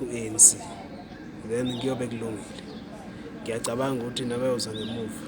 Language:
Zulu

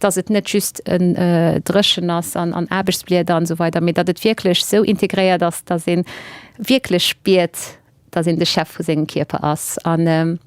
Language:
Luxembourgish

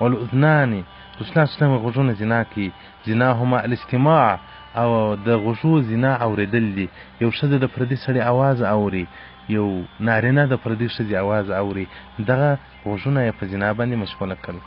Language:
Pashto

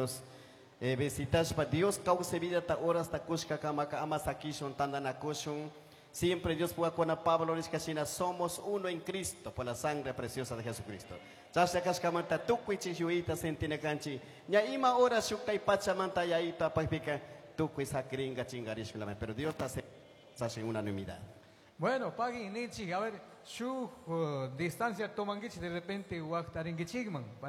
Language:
Chimborazo Highland Quichua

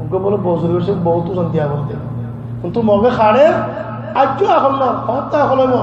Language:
Rohingya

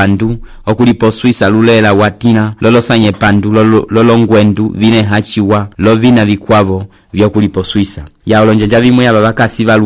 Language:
Umbundu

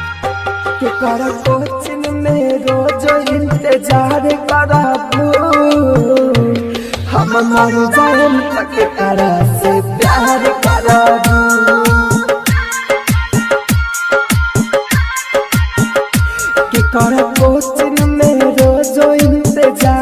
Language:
Bhojpuri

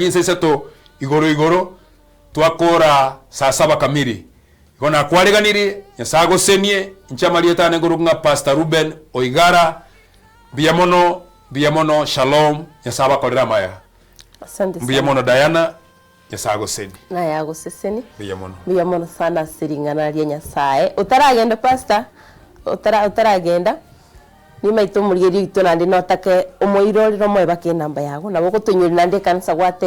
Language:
Gusii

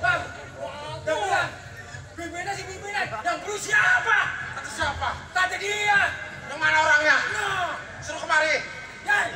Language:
Betawi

